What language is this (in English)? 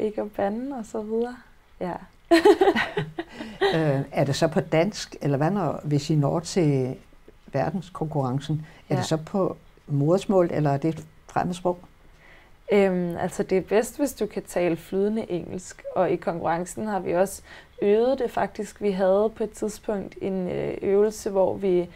Danish